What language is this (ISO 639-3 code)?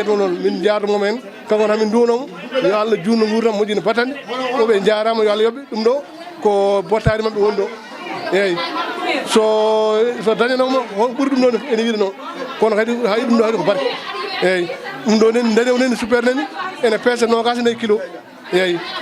ful